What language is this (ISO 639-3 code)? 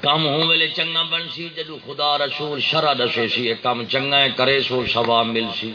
skr